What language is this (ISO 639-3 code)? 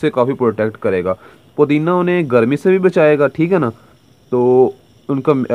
hin